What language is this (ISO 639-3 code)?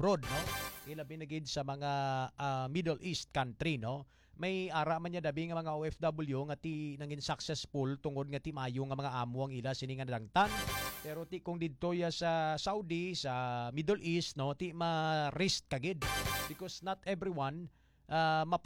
hil